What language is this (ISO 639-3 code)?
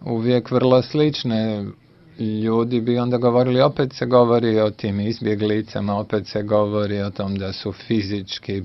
bos